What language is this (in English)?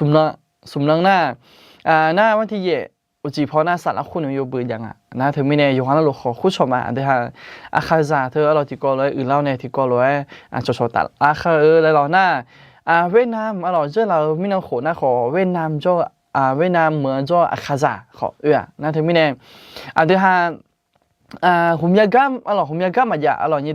Akha